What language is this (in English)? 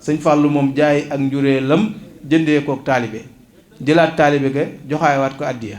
Wolof